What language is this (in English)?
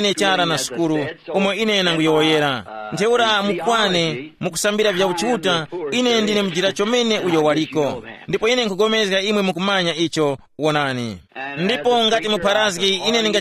Tumbuka